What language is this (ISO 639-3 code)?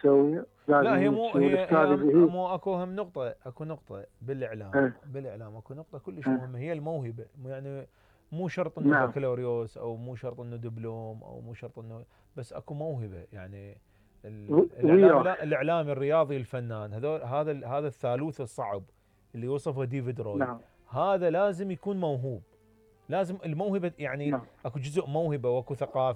acm